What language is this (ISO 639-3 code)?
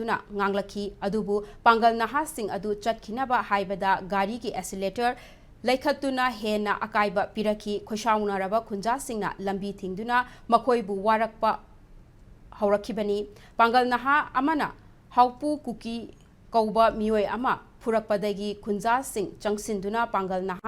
mni